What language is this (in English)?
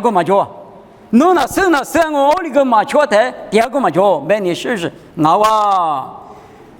Lisu